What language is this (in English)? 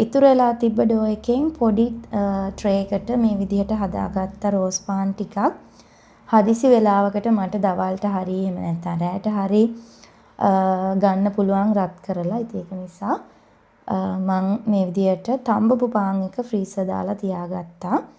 Sinhala